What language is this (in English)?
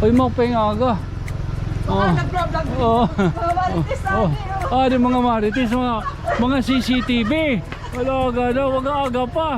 Waray